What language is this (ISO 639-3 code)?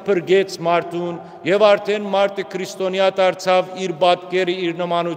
hyw